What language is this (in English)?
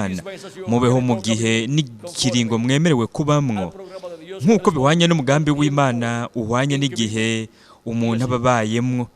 Rundi